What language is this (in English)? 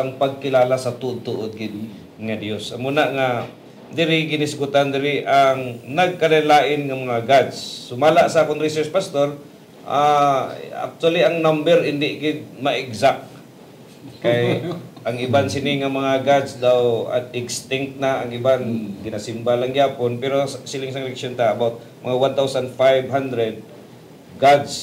Hiligaynon